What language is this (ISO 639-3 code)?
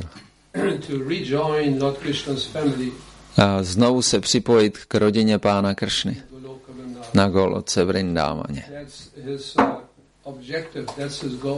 ces